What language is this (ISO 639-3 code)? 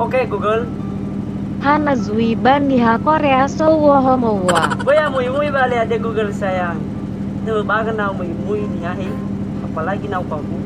nia